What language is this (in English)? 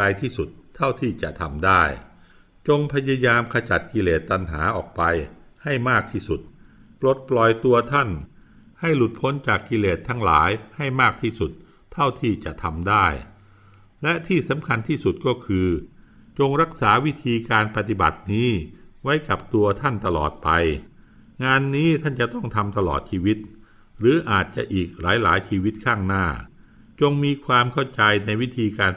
Thai